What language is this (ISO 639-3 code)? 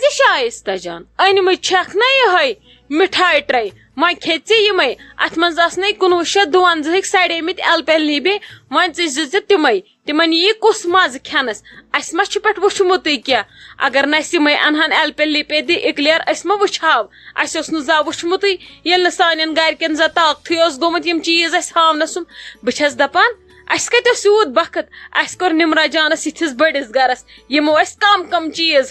kas